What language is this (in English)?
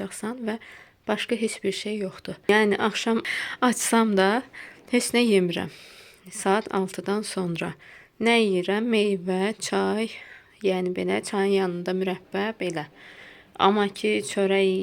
Azerbaijani